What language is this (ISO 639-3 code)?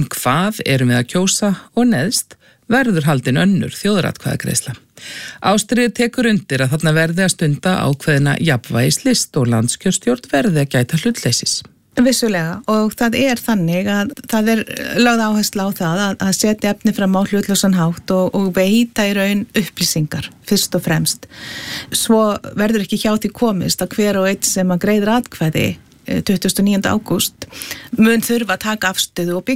isl